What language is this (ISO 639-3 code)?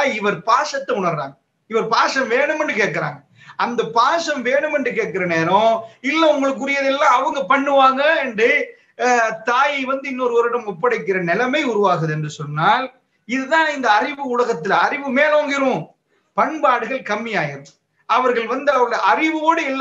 tam